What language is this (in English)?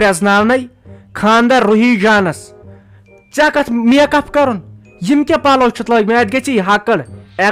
Kashmiri